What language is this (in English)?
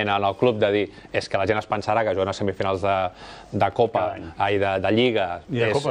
Catalan